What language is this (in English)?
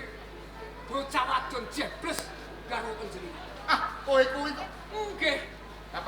Javanese